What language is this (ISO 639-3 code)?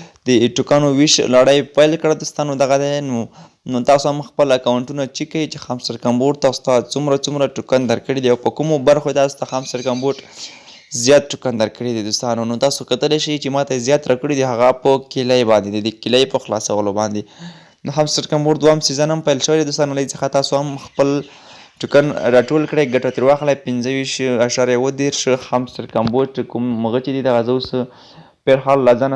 pus